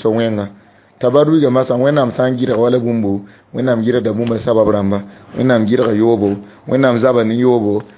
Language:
Mossi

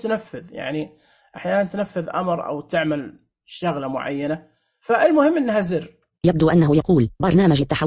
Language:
Najdi Arabic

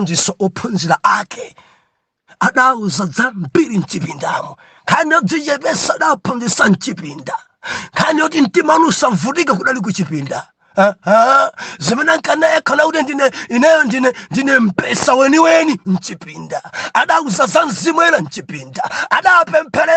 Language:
Nyanja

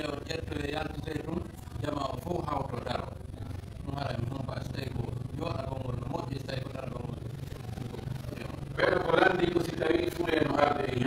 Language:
Pular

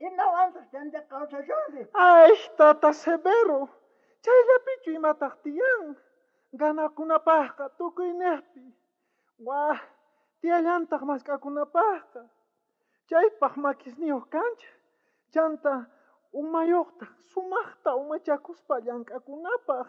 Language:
South Bolivian Quechua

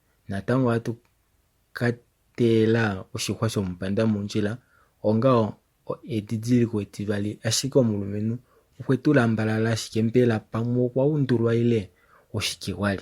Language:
Kuanyama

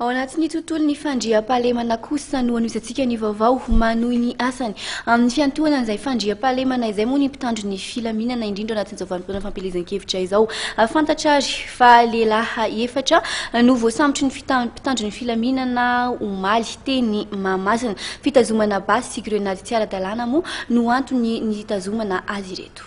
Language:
Malagasy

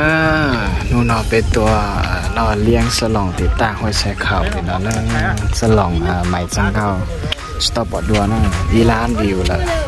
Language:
Hmong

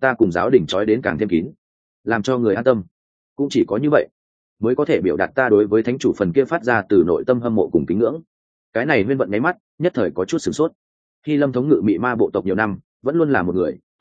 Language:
Vietnamese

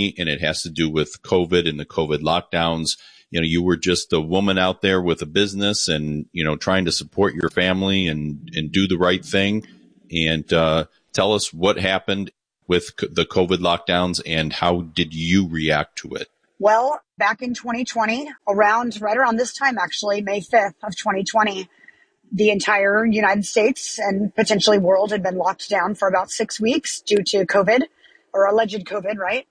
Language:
English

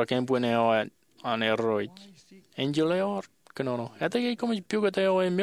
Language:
Marshallese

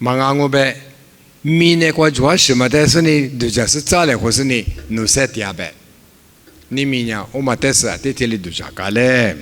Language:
Lisu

